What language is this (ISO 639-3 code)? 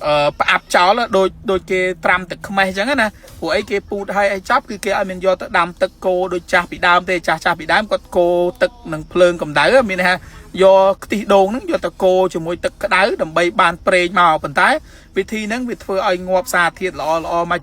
khm